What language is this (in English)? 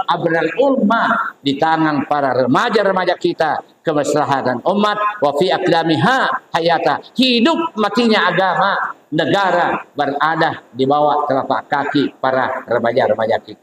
Buginese